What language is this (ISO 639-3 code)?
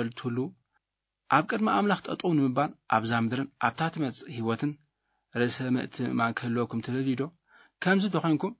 tir